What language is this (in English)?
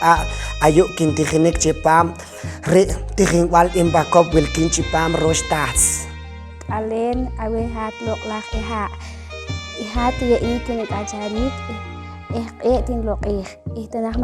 Poqomchi'